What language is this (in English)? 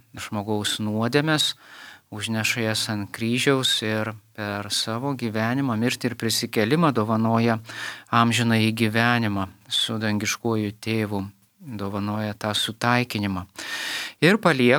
Lithuanian